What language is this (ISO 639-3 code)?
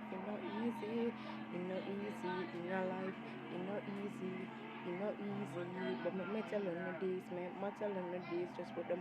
jam